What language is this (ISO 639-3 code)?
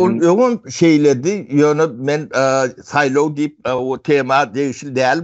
tuk